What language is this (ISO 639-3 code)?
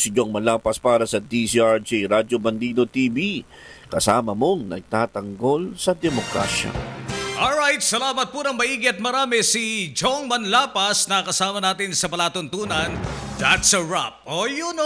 fil